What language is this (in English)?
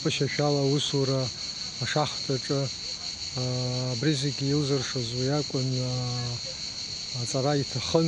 Abkhazian